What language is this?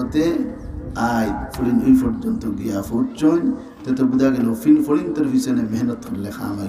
Sylheti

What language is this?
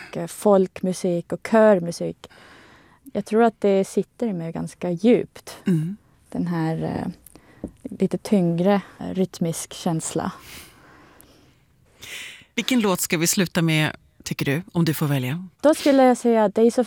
Swedish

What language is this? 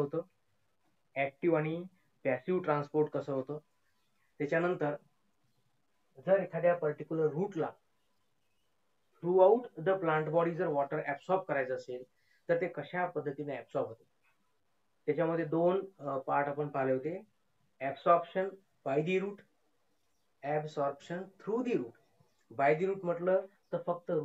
Marathi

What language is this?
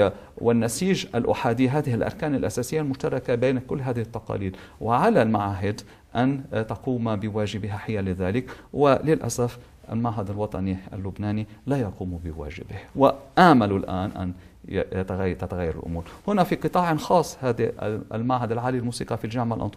Arabic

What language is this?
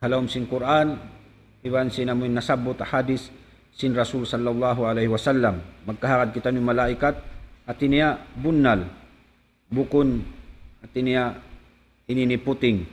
Tausug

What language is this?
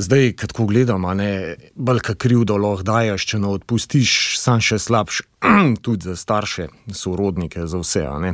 Slovenian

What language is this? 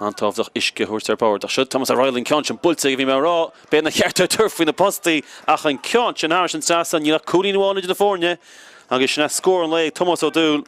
Irish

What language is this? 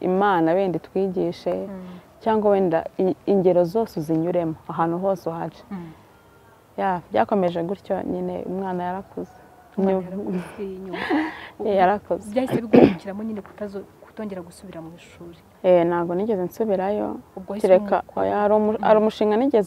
Kinyarwanda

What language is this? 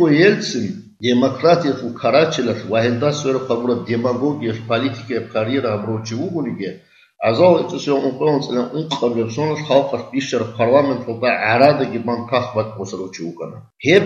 Avaric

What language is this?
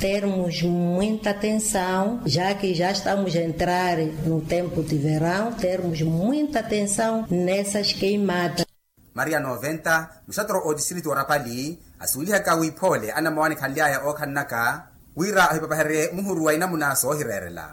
Makhuwa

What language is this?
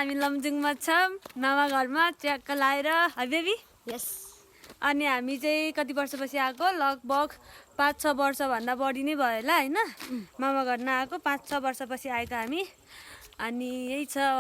Nepali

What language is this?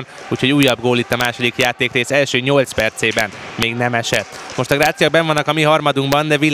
Hungarian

